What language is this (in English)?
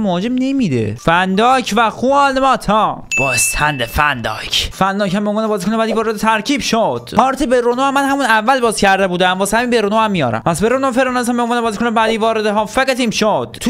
Persian